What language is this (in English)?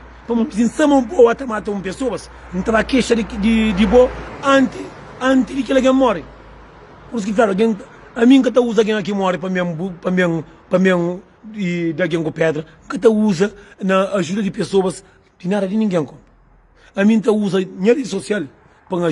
Kabuverdianu